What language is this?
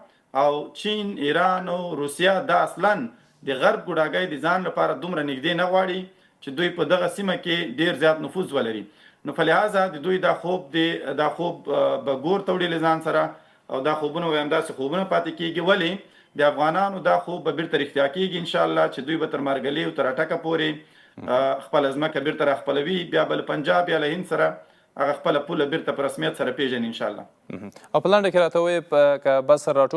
Pashto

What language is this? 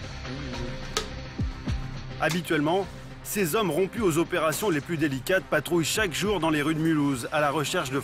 French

